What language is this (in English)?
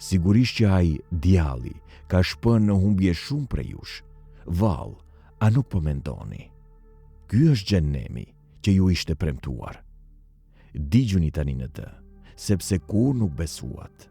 Albanian